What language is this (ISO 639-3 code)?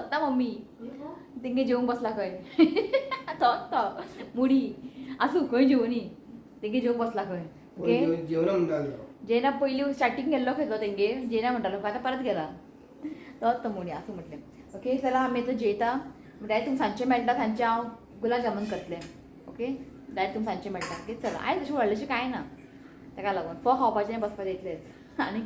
kok